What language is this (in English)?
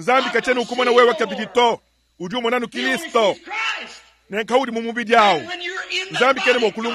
Luba-Lulua